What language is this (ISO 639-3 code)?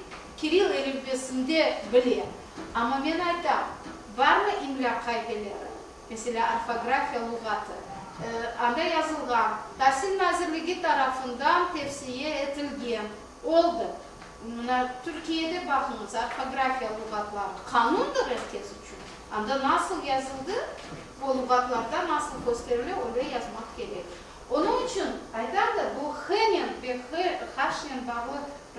crh